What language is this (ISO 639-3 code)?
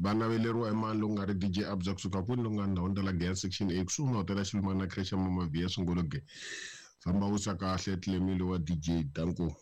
tso